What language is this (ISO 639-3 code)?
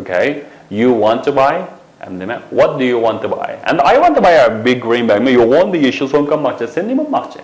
uig